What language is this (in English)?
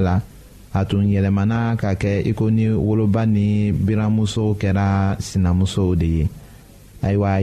Bambara